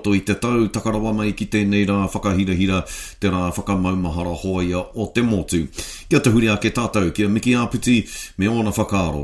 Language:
Māori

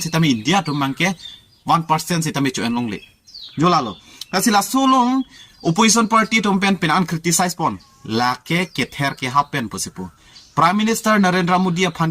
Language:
Karbi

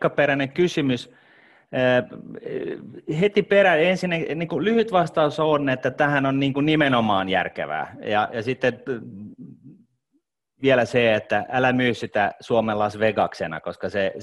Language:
Finnish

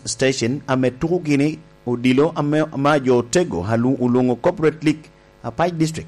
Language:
Lango (Uganda)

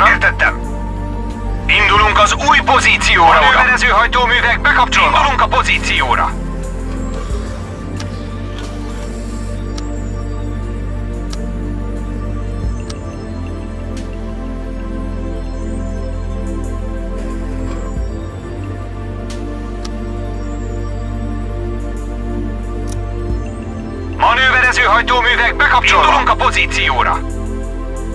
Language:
Hungarian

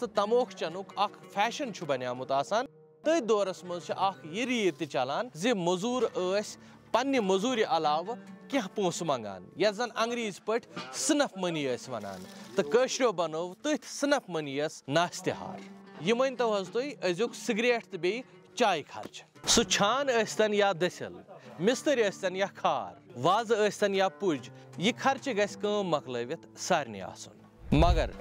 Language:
Kashmiri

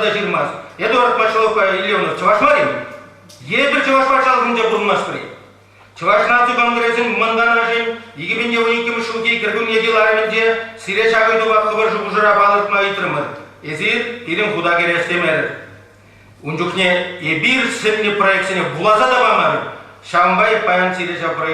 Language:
Chuvash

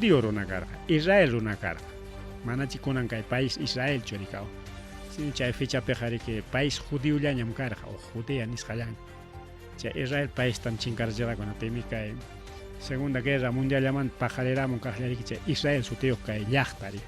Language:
Ayacucho Quechua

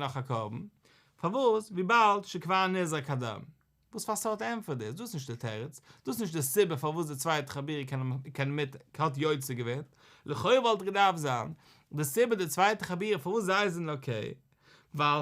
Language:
Yiddish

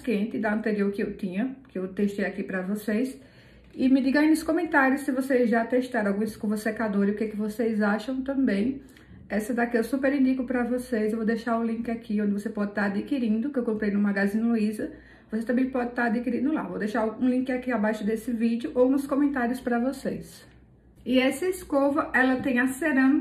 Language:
Portuguese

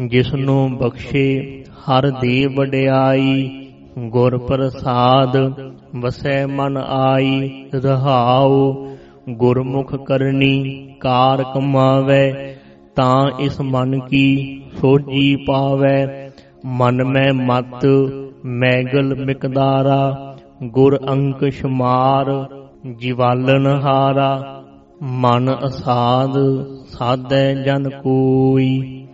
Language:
Punjabi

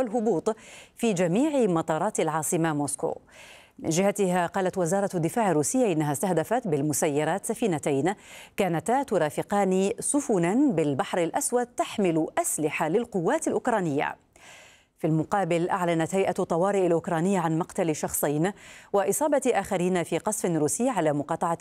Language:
Arabic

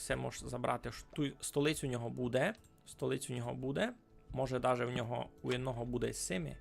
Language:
Rusyn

